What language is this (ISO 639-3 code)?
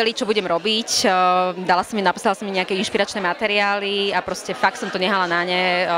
slk